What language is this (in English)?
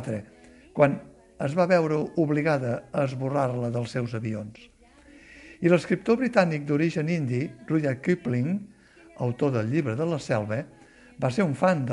Catalan